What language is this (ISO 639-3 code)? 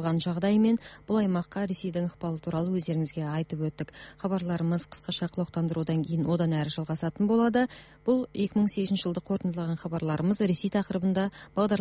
kaz